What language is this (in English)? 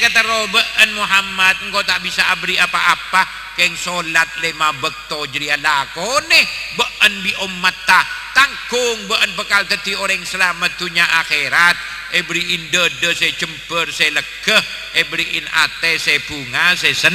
Madurese